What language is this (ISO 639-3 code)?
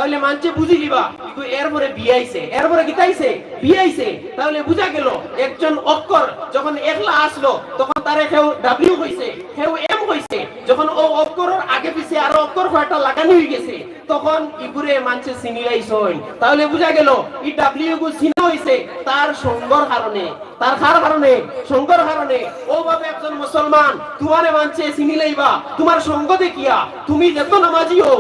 syl